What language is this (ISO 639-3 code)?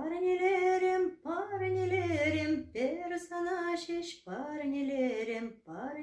chv